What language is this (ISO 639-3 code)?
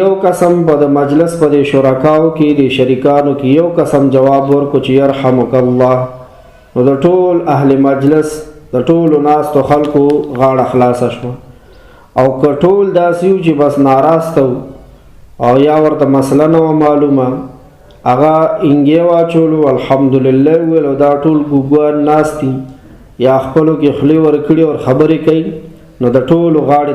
pus